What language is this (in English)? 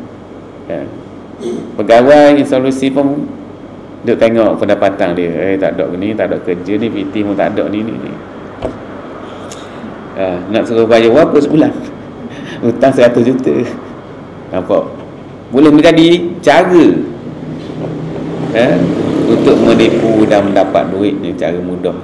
Malay